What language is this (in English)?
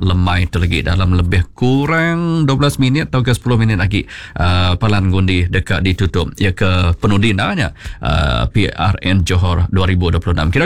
Iban